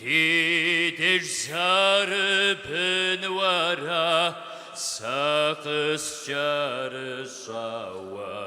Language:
Kabardian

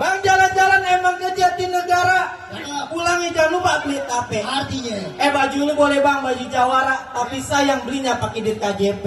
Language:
Betawi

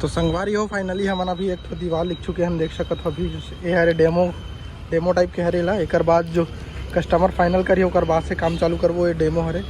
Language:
Chhattisgarhi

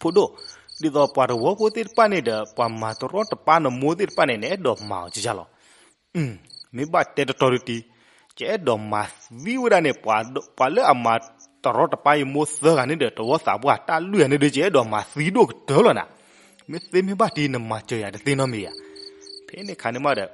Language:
S'gaw Karen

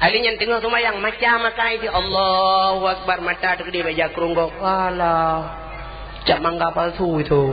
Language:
Achinese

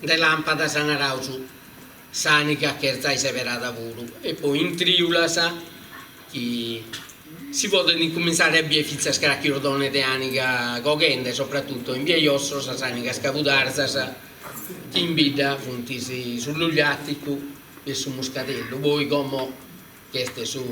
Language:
Sardinian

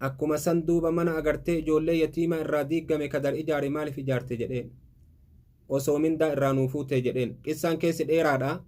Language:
Oromo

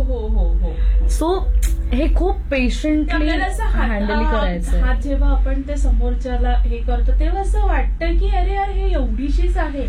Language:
Marathi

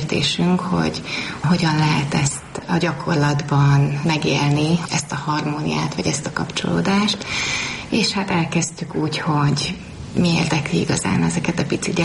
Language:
Hungarian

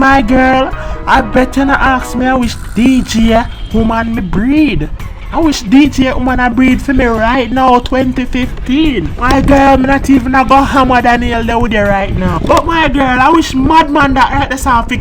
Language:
Jamaican Creole English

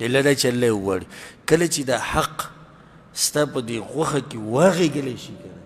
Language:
Pashto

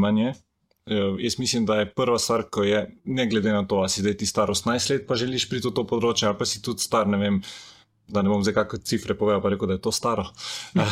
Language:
Slovenian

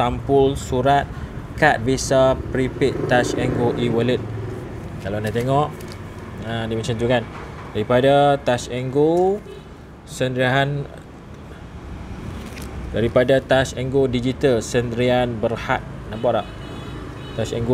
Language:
Malay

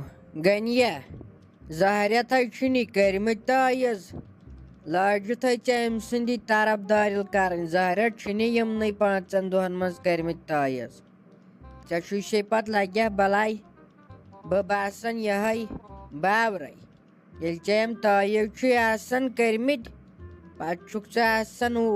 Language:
Kashmiri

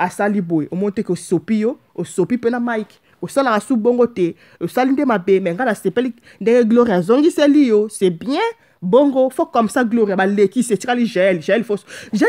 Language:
Lingala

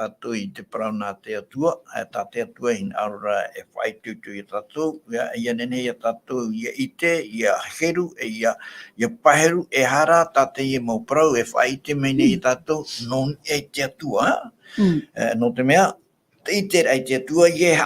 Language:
Tahitian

